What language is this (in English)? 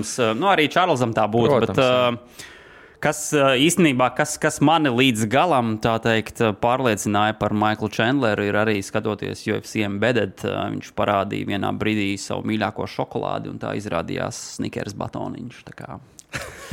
Latvian